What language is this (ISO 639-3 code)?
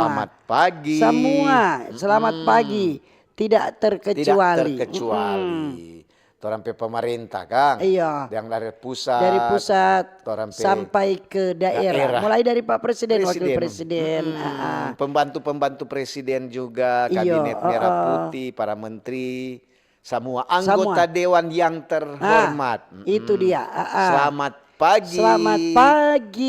xmm